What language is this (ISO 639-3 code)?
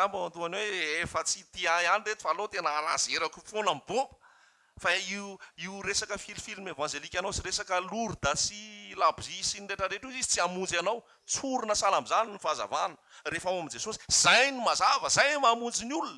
mlg